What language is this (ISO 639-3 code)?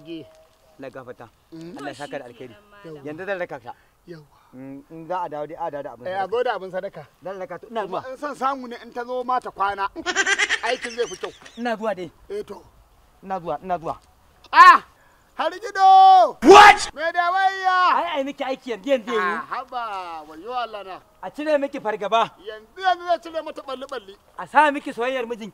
hau